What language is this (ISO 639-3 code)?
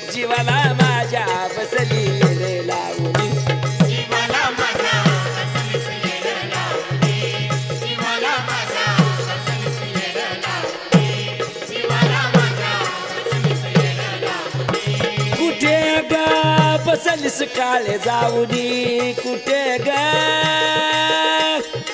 mar